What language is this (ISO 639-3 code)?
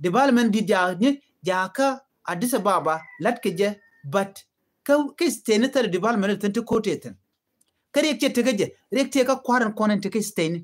nus